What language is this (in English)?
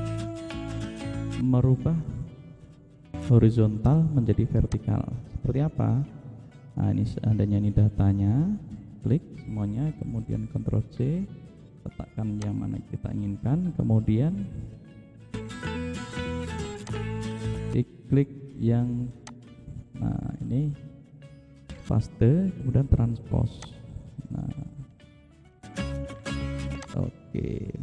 Indonesian